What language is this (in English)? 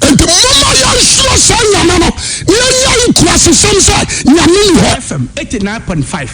Akan